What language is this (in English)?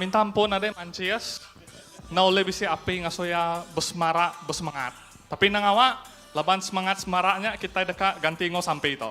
Iban